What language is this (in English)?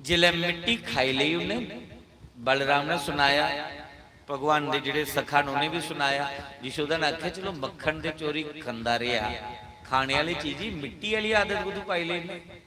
Dogri